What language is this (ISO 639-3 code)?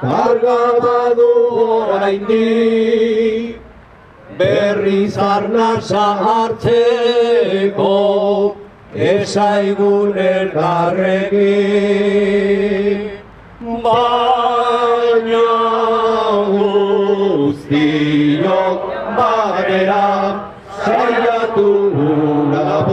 eus